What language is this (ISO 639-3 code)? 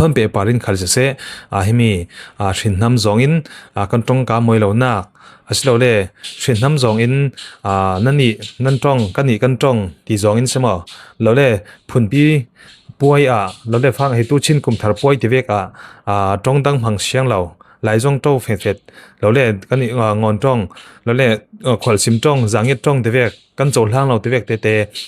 cfm